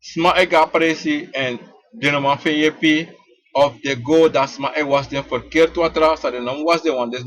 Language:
Sranan Tongo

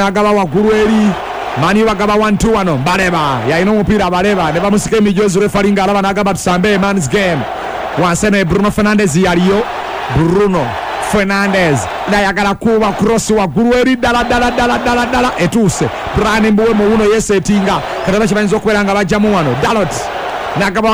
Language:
Ganda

